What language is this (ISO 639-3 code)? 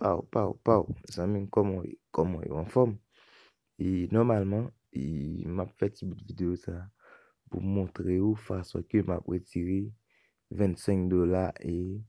hat